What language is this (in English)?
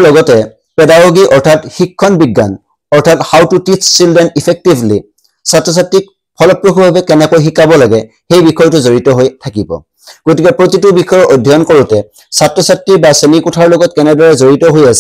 Assamese